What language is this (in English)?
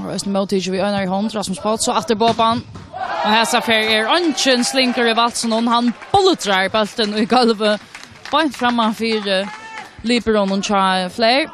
Faroese